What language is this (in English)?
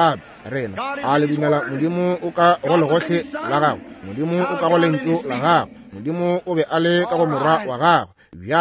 Northern Sotho